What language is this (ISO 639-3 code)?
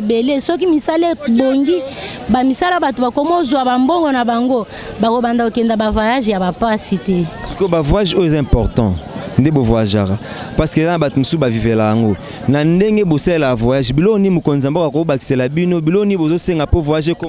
lin